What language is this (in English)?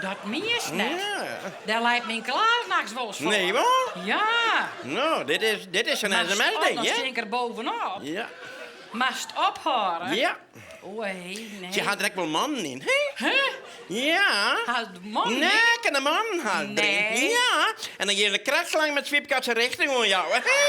Western Frisian